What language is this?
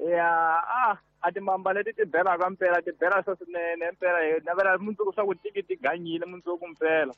Tsonga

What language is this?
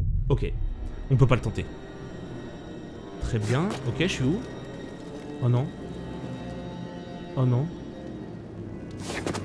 French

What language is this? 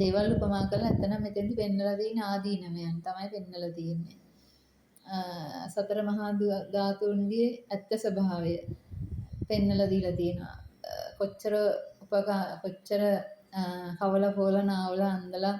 Sinhala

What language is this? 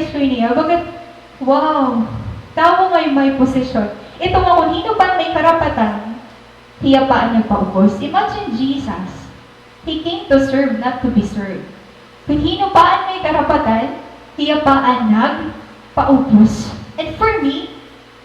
Waray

